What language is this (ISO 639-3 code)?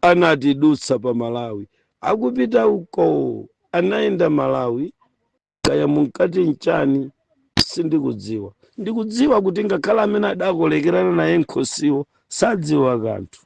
nya